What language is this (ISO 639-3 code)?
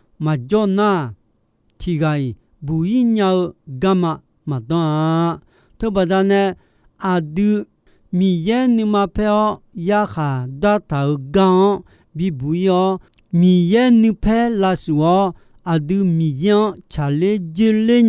ahk